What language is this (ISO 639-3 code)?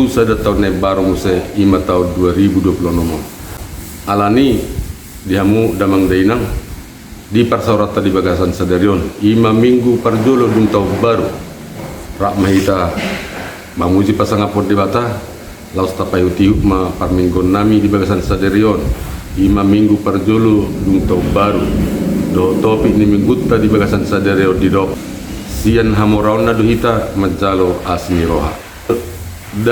bbc